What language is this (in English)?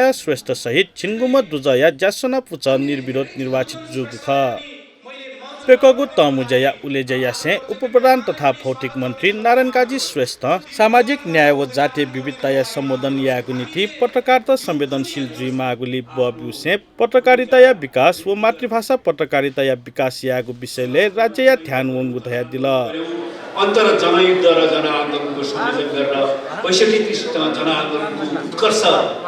Newari